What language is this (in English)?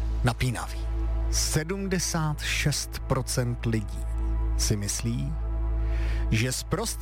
Czech